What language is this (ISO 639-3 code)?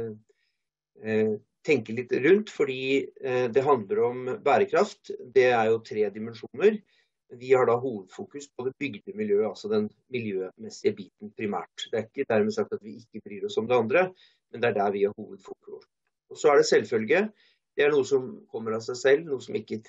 nor